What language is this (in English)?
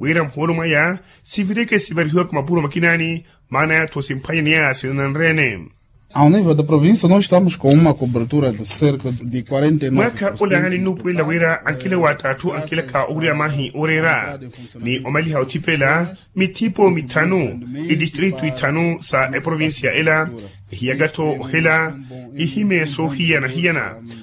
Makhuwa